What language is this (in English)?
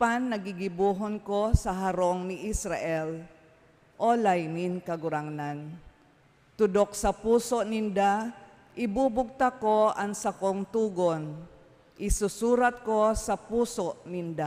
Bikol